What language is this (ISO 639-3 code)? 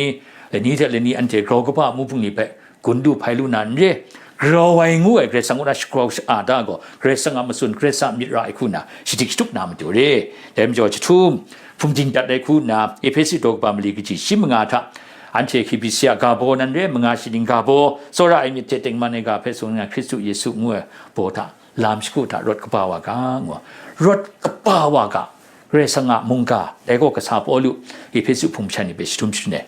kac